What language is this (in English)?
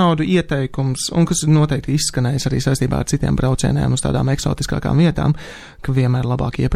Latvian